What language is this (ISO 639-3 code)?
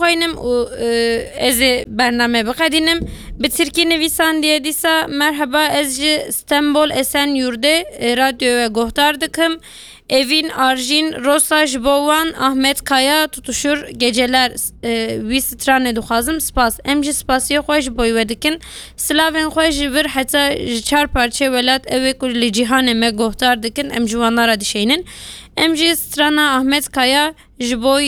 kur